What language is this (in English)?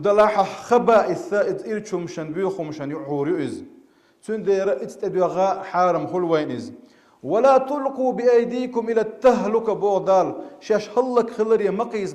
Chechen